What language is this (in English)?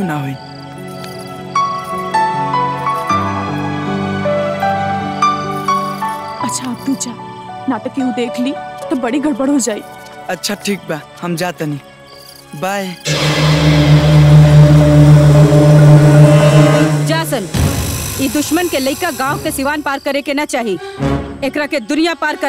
Bhojpuri